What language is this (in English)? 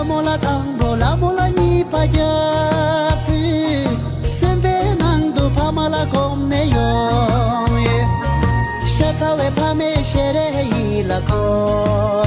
Tibetan